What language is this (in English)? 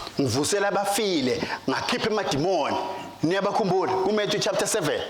Swati